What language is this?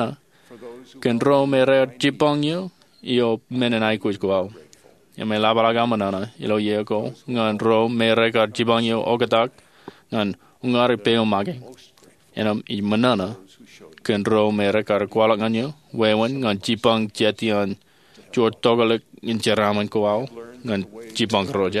Marshallese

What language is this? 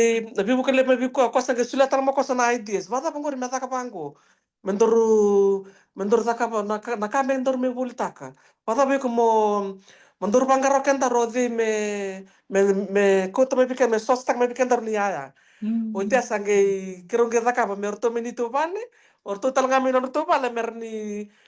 Fijian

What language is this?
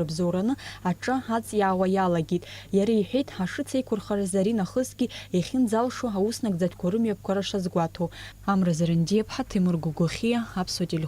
Abkhazian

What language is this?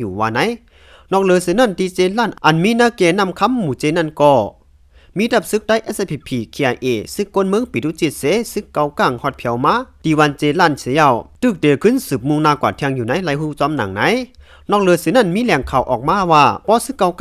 Shan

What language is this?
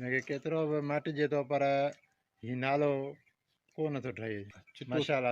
Sindhi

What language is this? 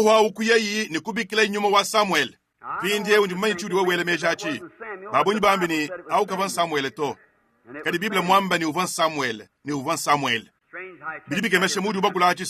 Luba-Lulua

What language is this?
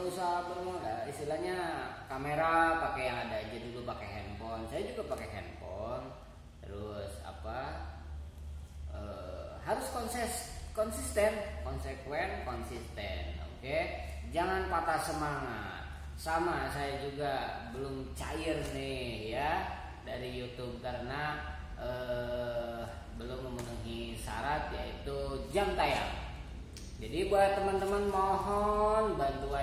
Indonesian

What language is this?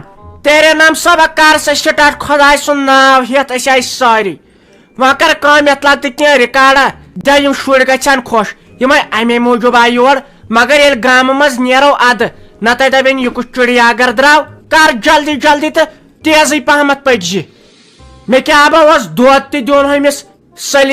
Kashmiri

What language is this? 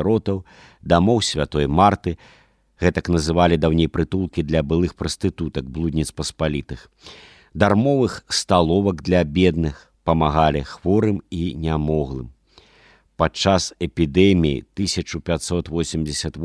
Belarusian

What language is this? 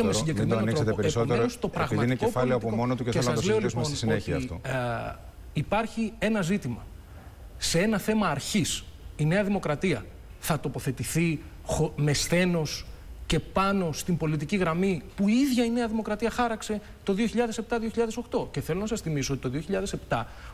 Greek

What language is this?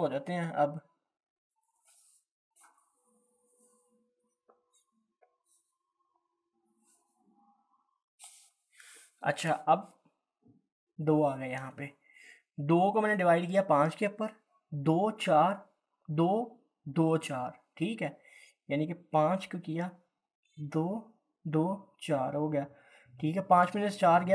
Hindi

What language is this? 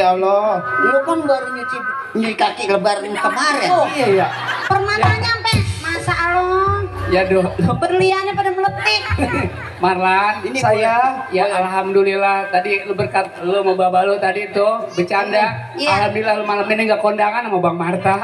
Betawi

